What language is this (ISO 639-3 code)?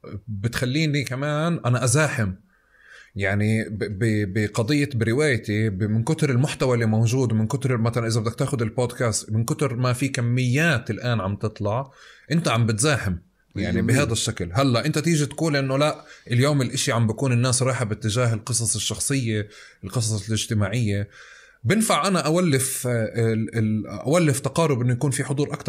apc